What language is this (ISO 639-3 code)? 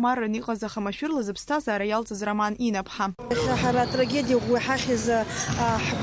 abk